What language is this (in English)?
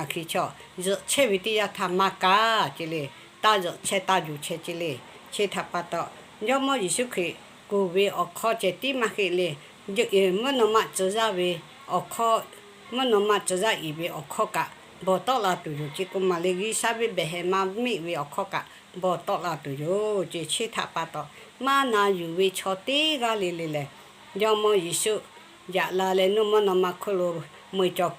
Lahu